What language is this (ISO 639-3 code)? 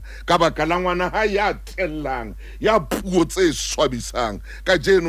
sot